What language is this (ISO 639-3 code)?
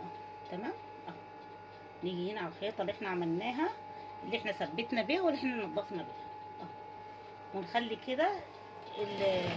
arz